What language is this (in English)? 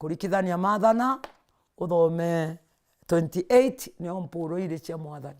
Meru